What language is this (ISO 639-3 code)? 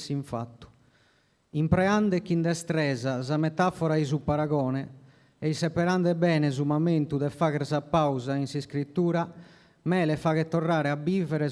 srd